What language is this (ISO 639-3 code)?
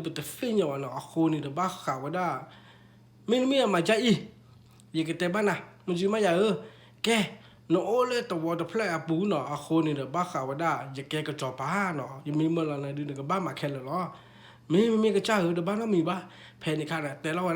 ksw